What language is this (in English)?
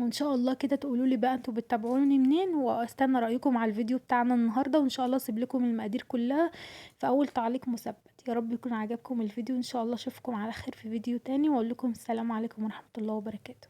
Egyptian Arabic